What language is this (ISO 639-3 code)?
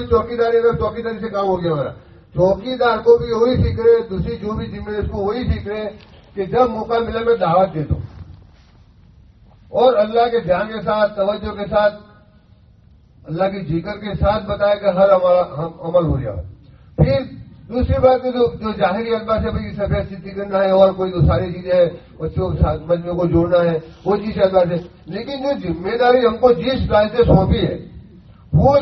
urd